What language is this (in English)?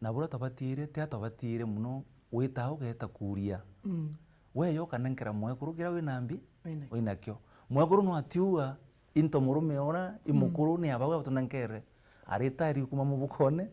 Meru